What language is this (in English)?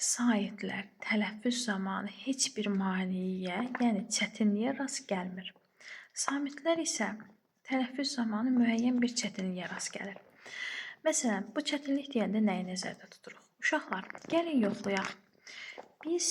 Azerbaijani